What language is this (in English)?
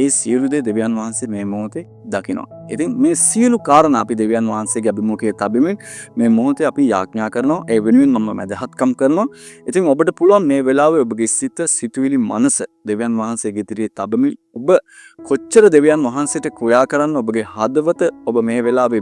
Sinhala